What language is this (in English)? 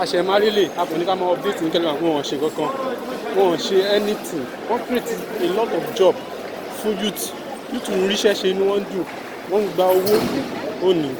Yoruba